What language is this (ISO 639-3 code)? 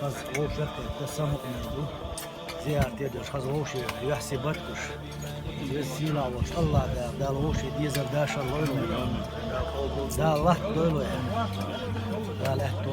che